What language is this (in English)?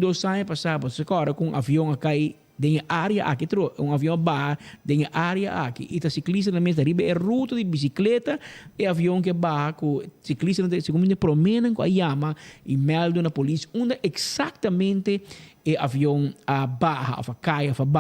Papiamento